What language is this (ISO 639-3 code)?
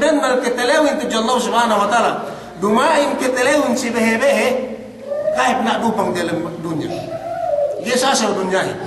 yka